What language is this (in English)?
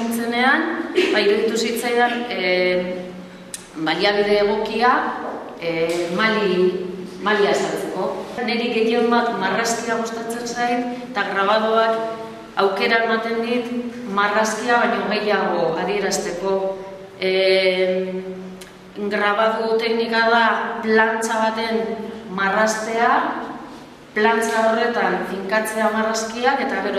Basque